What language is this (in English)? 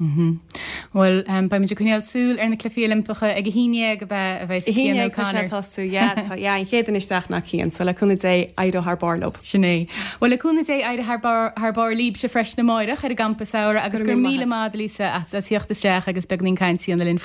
Irish